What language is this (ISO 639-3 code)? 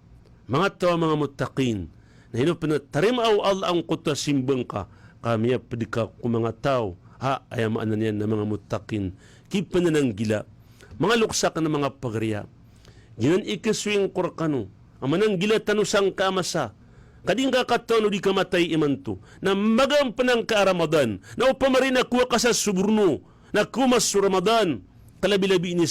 mrw